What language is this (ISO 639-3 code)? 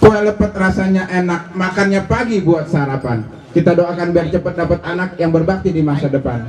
bew